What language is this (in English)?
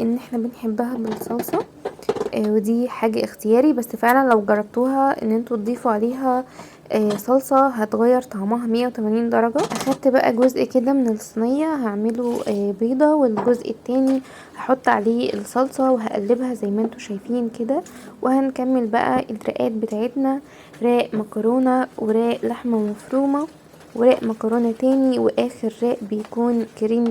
Egyptian Arabic